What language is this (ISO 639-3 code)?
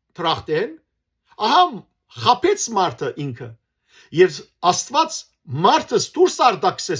hyw